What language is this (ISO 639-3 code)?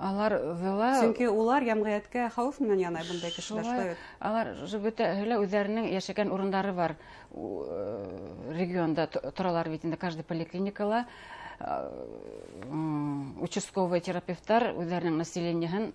bak